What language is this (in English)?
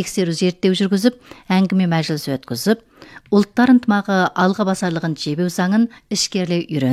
Kazakh